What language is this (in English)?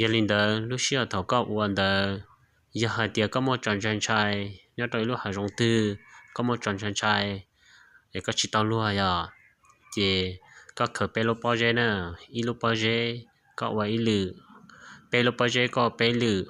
Hmong